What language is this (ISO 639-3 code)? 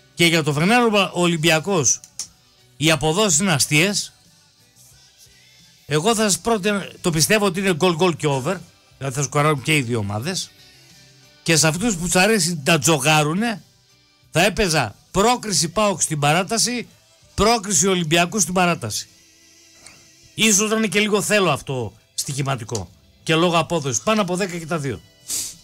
ell